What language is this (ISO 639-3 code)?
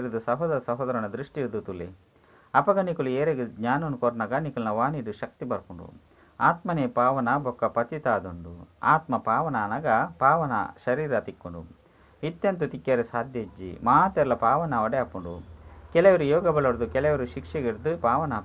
tcy